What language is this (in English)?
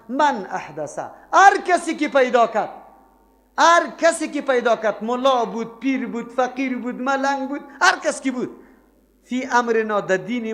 Persian